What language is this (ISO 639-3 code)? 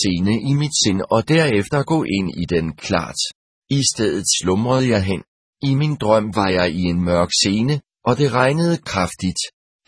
dan